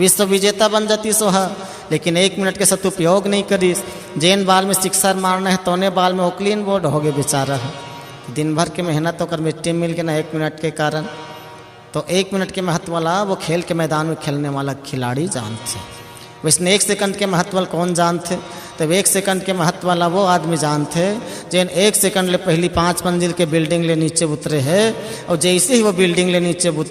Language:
Chhattisgarhi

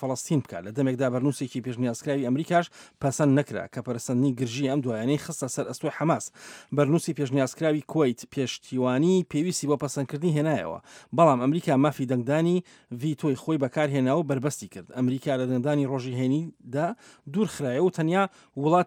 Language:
Central Kurdish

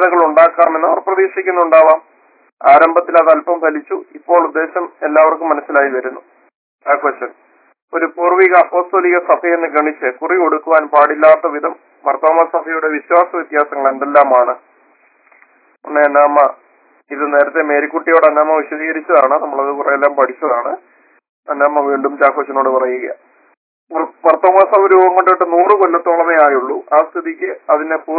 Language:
Malayalam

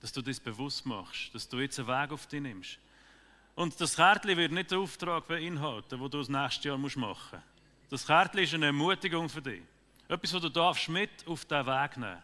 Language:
Swiss German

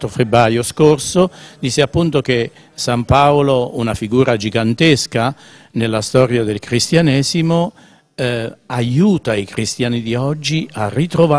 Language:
Italian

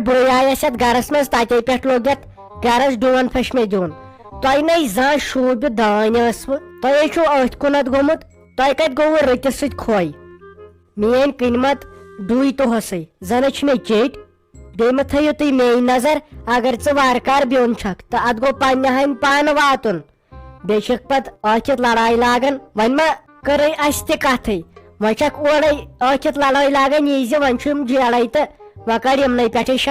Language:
Kashmiri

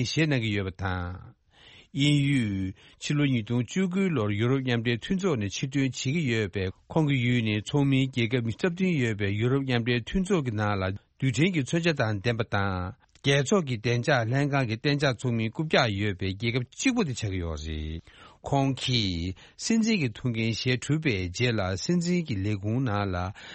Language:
Tibetan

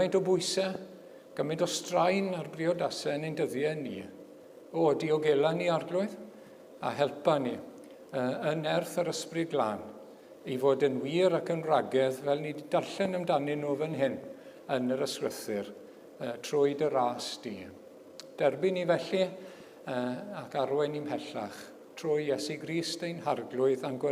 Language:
Welsh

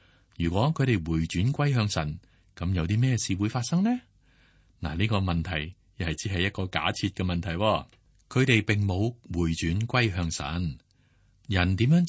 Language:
Cantonese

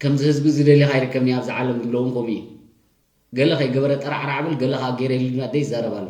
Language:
Tigrinya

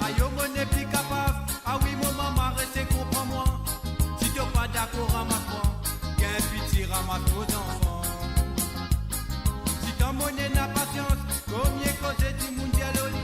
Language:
Morisyen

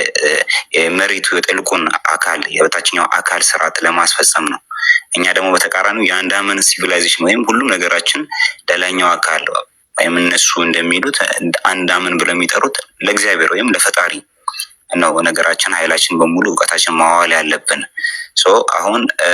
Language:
Amharic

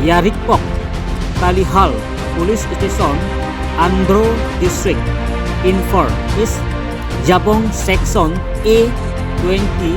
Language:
Karbi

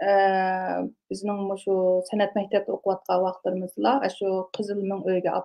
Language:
Uyghur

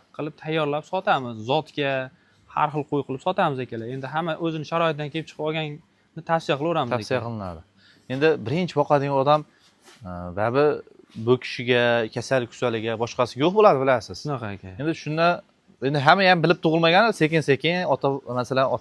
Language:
Uzbek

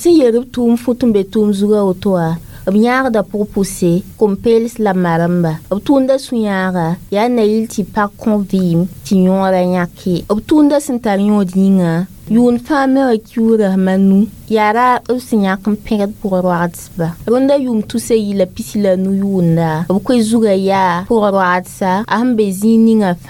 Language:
Mossi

